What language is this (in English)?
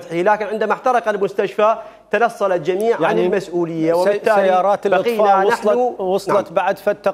Mesopotamian Arabic